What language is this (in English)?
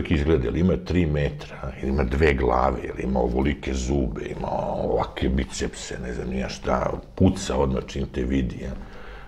Serbian